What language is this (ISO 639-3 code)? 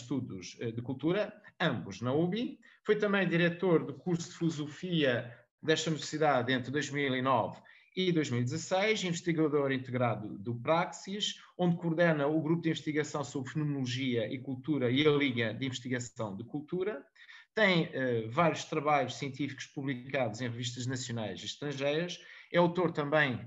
por